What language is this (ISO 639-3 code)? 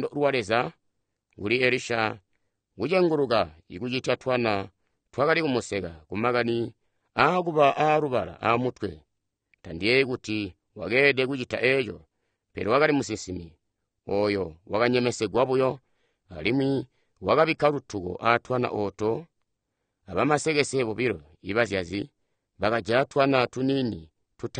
toi